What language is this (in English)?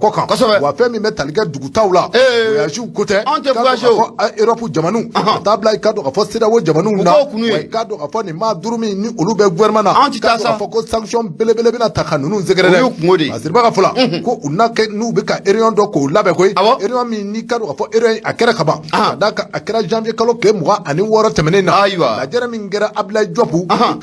Bambara